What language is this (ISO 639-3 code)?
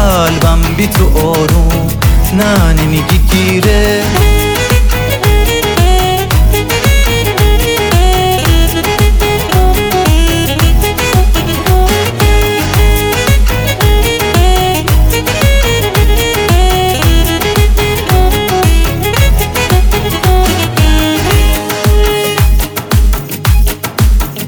fas